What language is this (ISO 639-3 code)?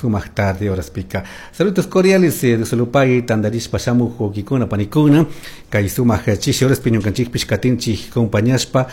qug